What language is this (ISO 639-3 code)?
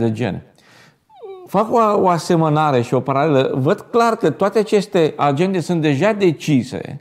ron